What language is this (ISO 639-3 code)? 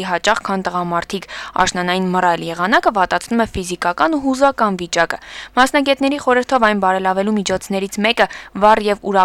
hye